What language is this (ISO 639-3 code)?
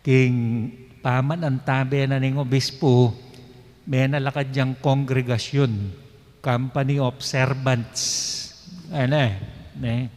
pam